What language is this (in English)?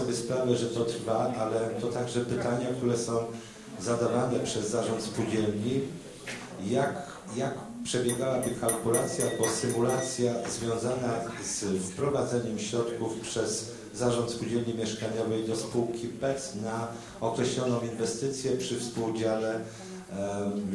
Polish